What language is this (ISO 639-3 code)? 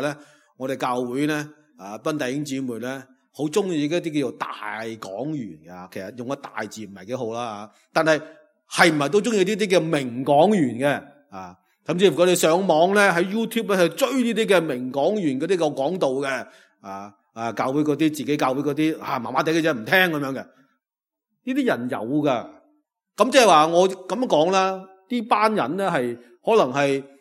yue